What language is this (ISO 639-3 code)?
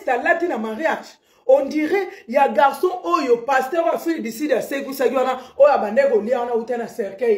lin